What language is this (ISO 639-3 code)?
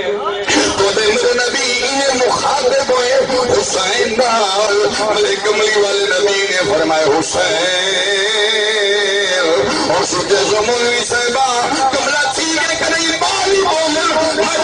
skr